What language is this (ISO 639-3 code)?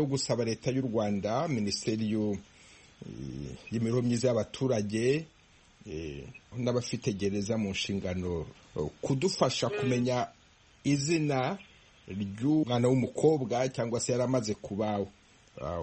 kin